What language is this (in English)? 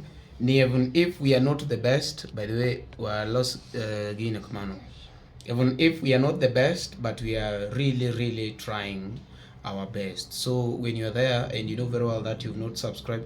Luo (Kenya and Tanzania)